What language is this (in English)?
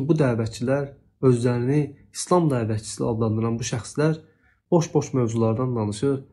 Azerbaijani